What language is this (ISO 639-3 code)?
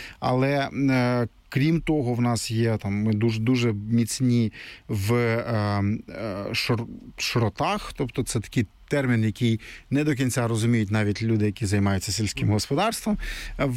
ukr